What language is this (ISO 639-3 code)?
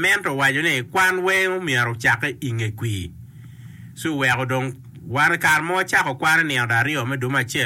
ach